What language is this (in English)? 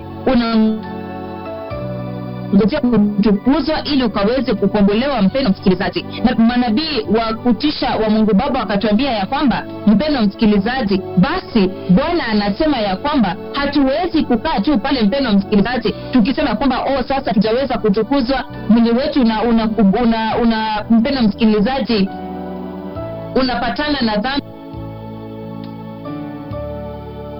Swahili